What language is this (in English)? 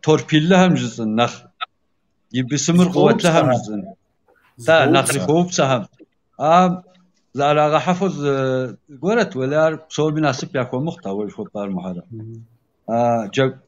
Kabardian